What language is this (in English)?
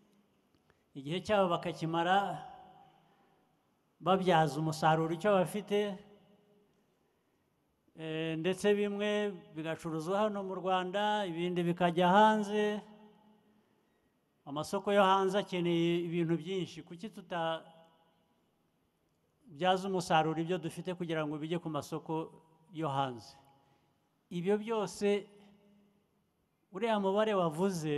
Kinyarwanda